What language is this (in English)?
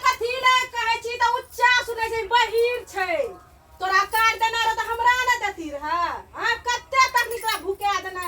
Maithili